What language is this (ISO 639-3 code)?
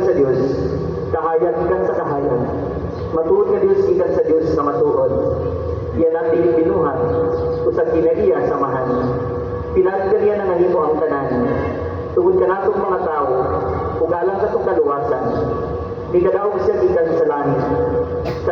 ceb